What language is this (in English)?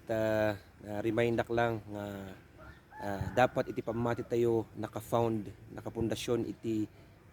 Iloko